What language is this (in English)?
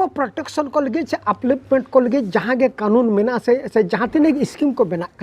Santali